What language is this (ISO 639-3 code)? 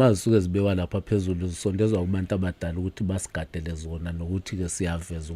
zul